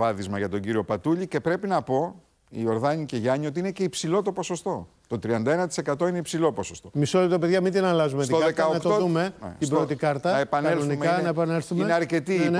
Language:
Greek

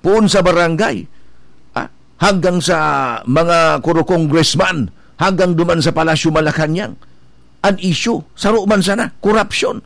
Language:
Bikol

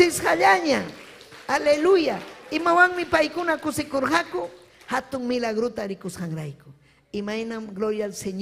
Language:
Ayacucho Quechua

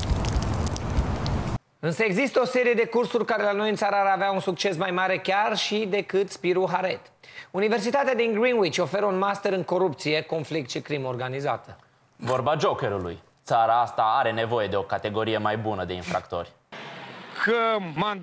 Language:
Romanian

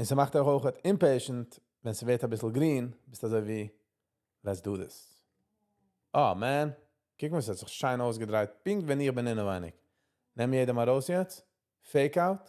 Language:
Yiddish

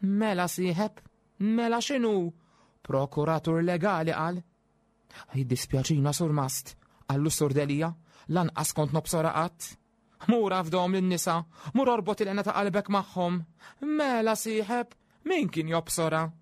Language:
Maltese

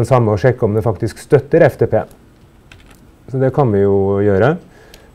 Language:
Norwegian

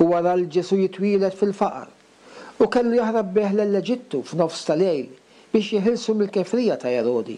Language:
Maltese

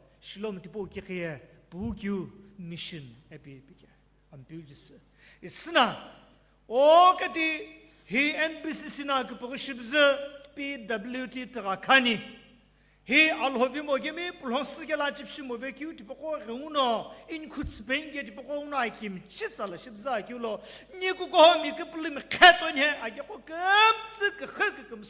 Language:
Sumi Naga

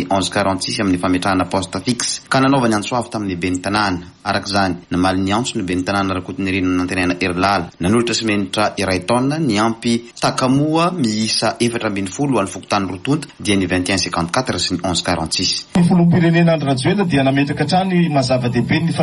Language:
Malagasy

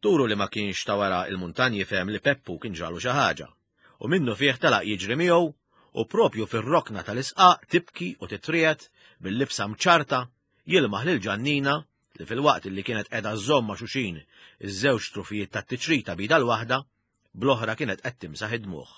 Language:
Maltese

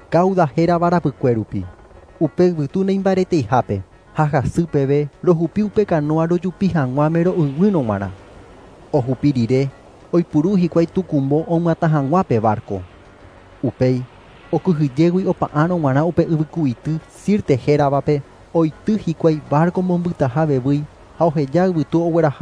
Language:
Guarani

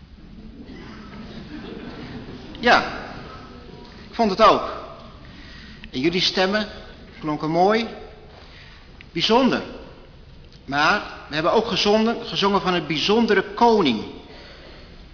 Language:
Dutch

